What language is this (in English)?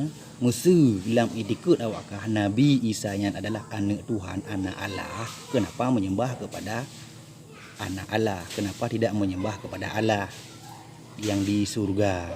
Achinese